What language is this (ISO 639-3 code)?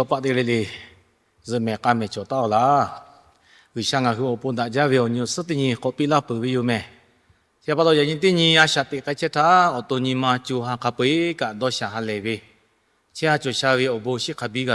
lhu